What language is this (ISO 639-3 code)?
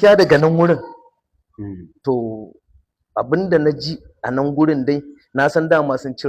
hau